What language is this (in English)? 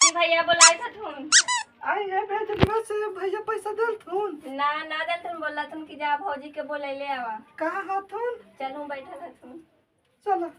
Magahi